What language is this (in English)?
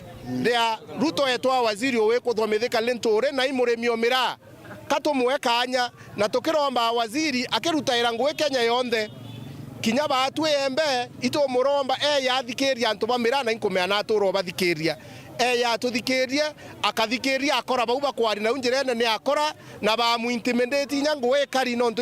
Meru